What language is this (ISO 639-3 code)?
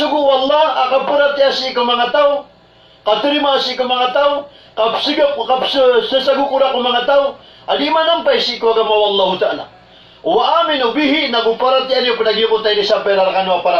mrw